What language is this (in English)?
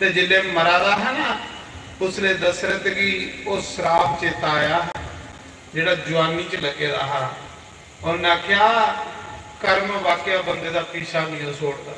Dogri